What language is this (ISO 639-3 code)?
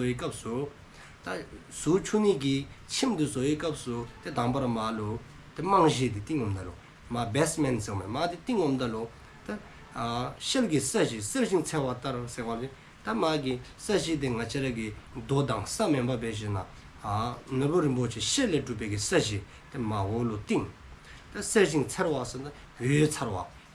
dzo